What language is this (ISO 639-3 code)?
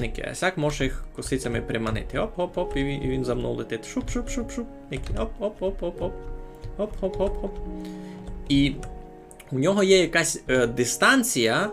rue